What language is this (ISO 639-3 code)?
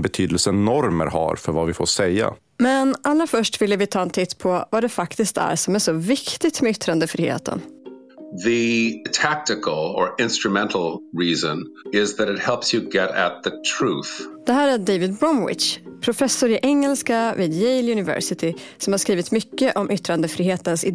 swe